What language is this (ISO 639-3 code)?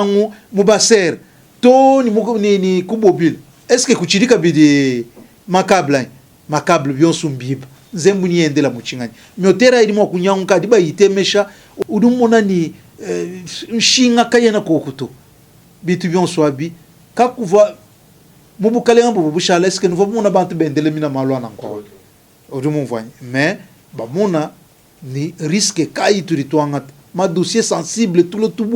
lua